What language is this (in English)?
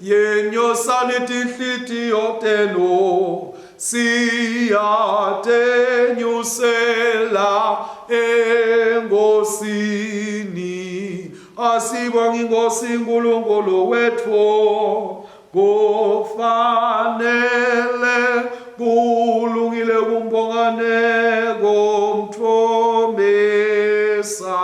Swati